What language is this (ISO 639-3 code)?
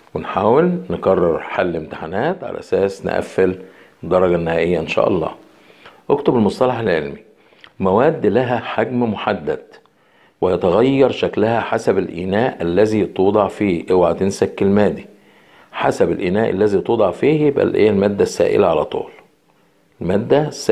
arz